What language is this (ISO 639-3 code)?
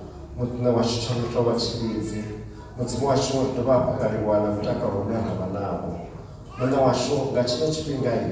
ven